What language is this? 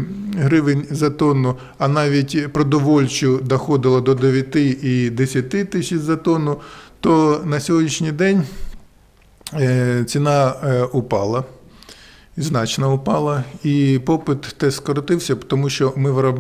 Ukrainian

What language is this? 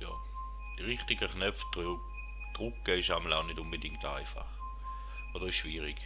Swiss German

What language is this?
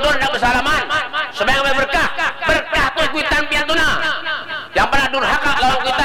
Banjar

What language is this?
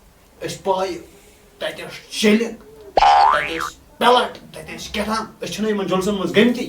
Kashmiri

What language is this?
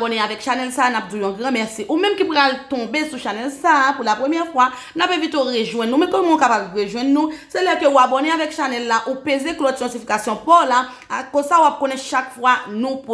Haitian Creole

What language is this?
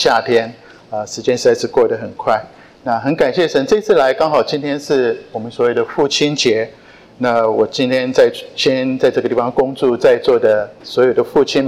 Chinese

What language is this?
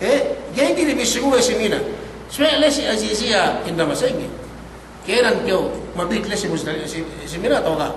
Yakan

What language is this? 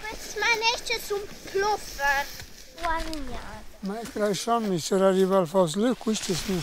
Romansh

